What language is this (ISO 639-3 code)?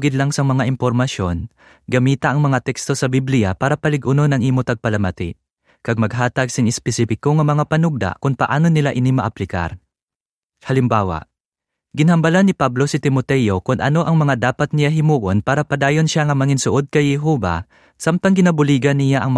hil